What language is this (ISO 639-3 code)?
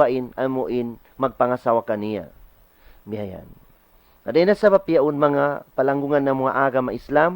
tsg